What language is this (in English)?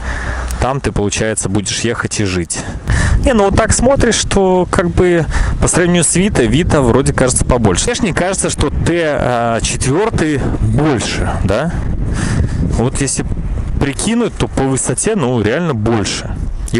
Russian